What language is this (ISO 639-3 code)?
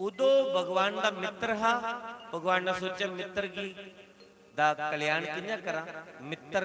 doi